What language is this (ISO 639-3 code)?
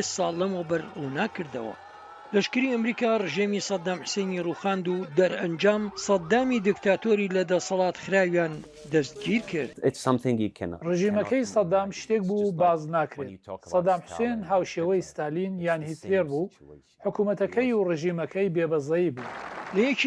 ckb